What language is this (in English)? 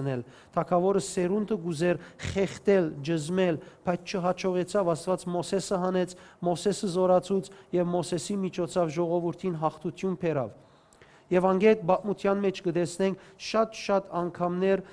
Western Armenian